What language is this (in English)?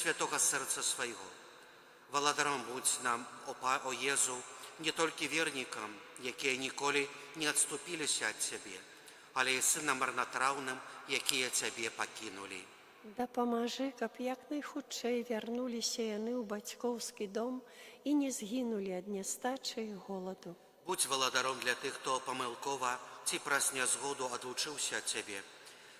Belarusian